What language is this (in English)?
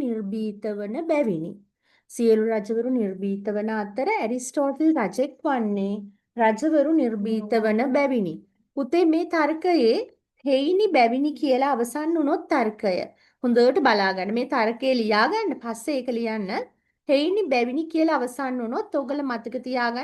Sinhala